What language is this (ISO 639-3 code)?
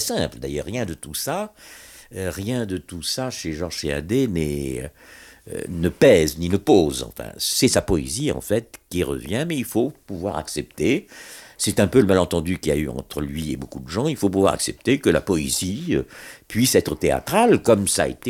fra